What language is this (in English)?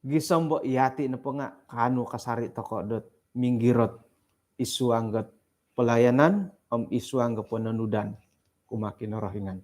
Central Dusun